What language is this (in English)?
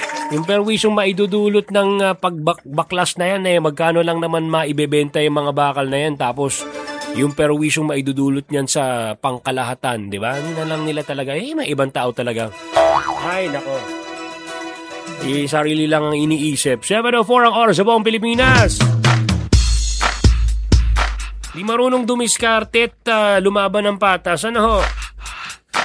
Filipino